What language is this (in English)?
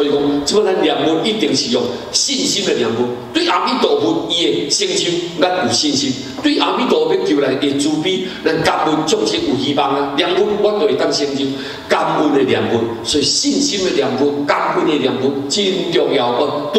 Min Nan Chinese